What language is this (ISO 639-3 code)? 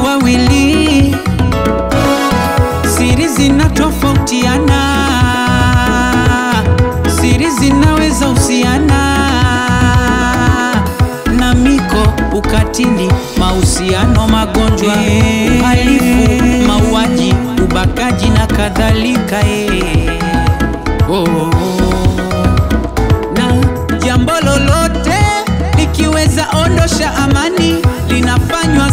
swa